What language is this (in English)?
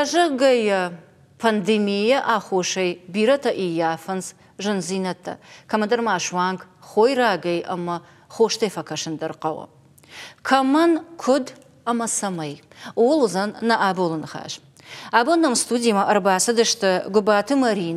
Ossetic